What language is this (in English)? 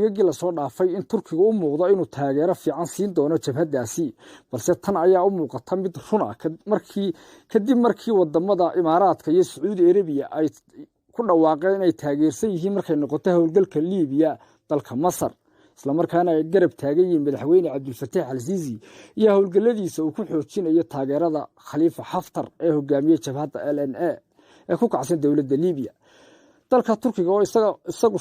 Somali